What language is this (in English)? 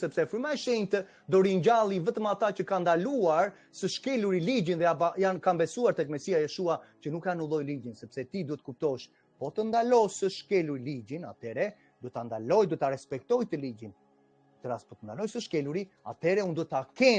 Albanian